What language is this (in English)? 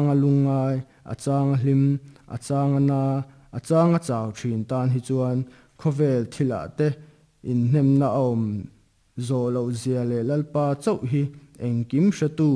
Mizo